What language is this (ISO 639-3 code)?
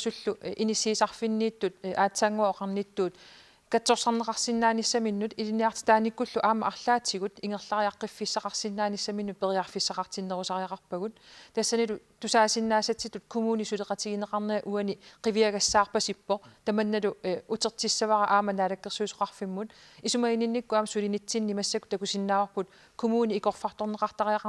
kal